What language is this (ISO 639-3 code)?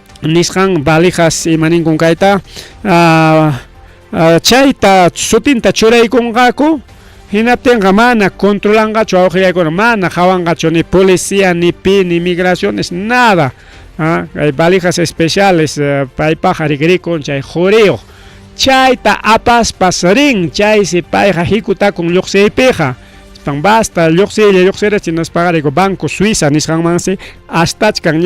quy